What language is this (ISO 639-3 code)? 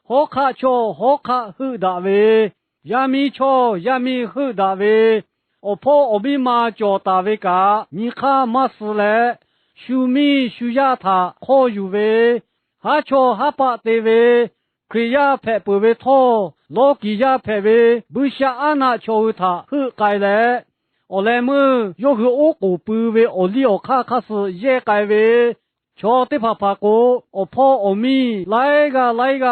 lhu